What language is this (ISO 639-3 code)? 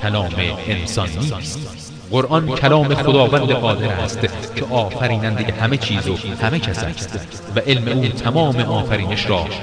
fas